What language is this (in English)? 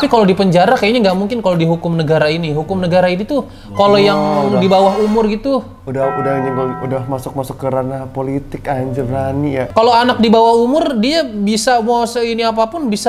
Indonesian